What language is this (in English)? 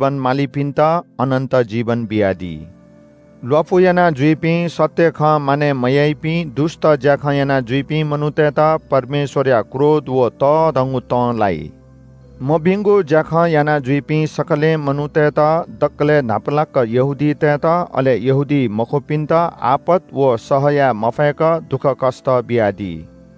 Newari